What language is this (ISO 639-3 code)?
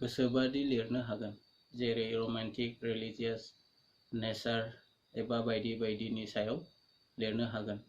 brx